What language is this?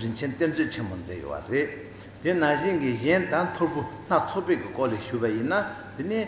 Tibetan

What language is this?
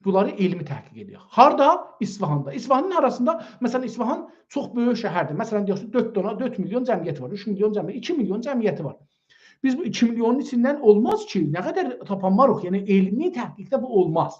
South Azerbaijani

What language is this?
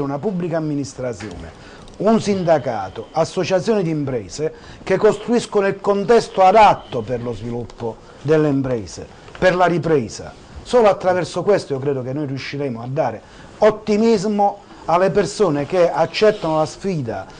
Italian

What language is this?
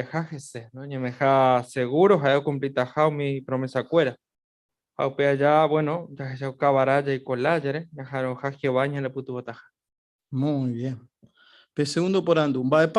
Guarani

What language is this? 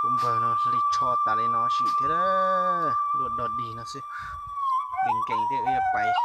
Hmong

